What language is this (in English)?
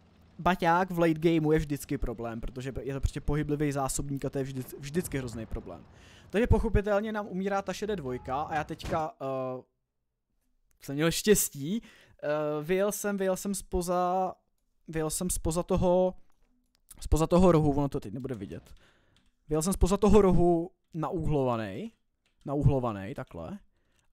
Czech